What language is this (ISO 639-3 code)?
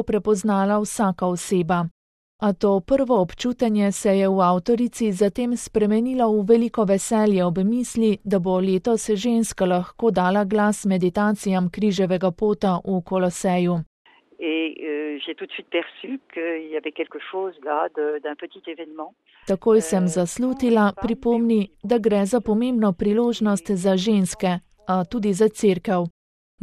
slv